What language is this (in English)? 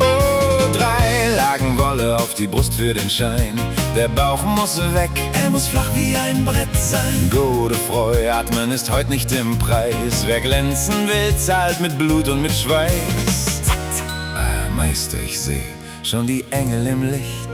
Swiss German